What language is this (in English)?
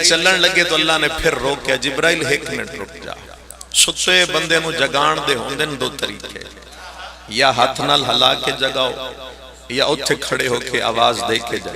Pahari-Potwari